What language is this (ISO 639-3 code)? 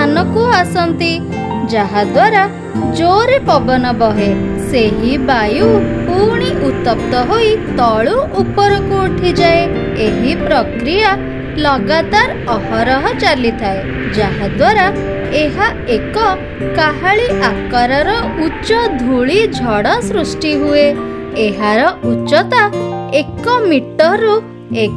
ori